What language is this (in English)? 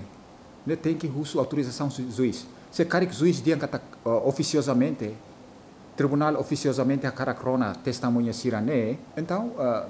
Tetum